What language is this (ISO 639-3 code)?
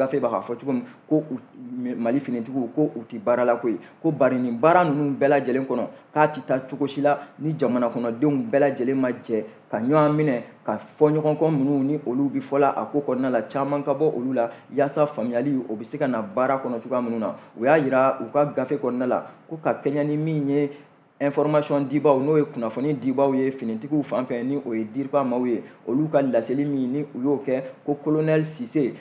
bam